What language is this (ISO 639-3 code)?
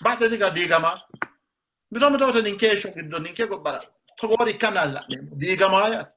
sid